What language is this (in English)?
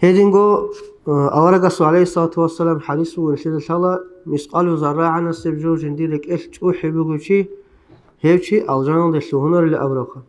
Avaric